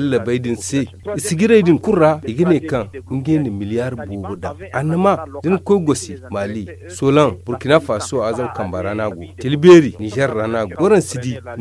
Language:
Zarma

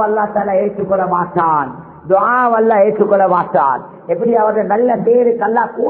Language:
Tamil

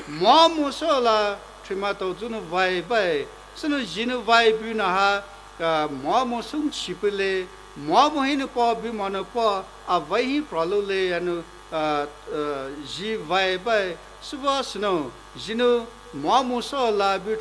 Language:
Poumei Naga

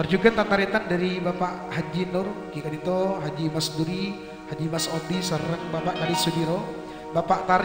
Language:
Madurese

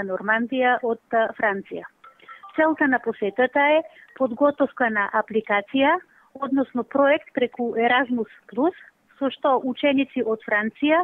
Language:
Macedonian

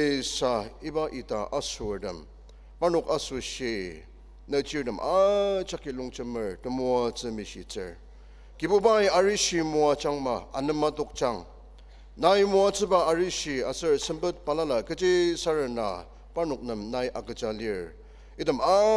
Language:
Ao Naga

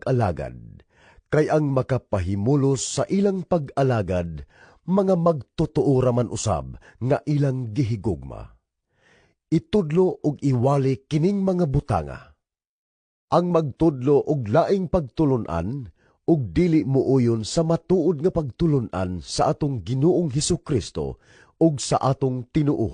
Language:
Cebuano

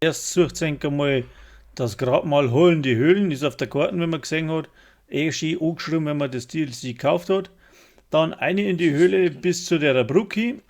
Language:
Bavarian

